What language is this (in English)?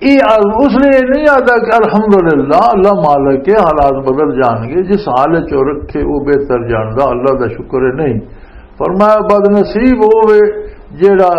Western Panjabi